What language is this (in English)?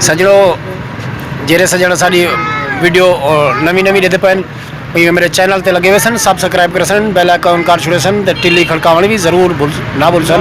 Saraiki